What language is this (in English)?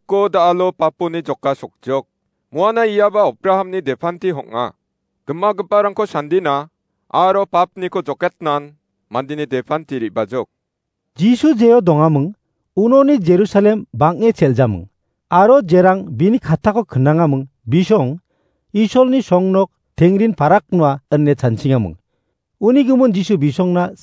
Garo